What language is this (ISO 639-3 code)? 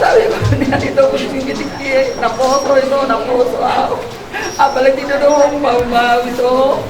bbc